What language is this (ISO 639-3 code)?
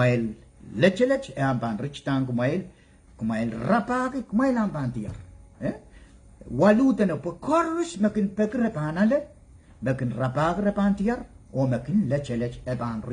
pon